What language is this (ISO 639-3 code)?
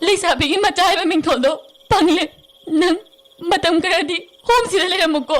mni